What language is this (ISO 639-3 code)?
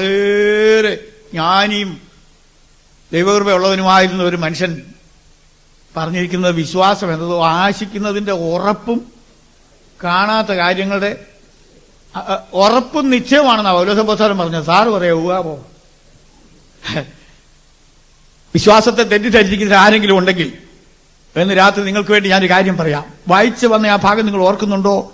mal